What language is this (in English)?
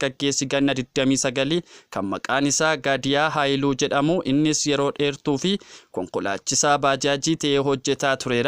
Oromo